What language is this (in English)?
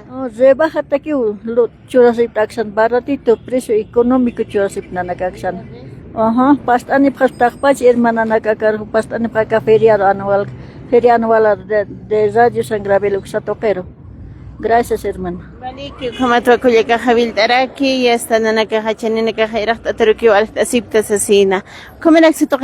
Aymara